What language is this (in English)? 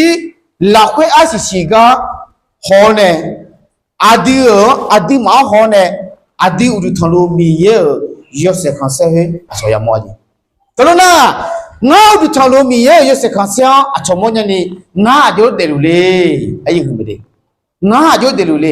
Akha